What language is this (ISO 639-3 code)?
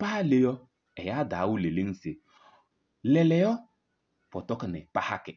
kbp